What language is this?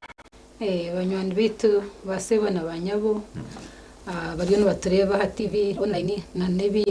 Nyankole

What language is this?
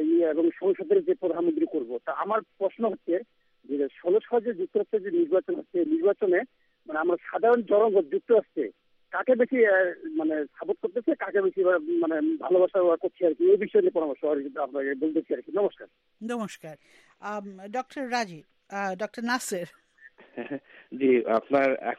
Bangla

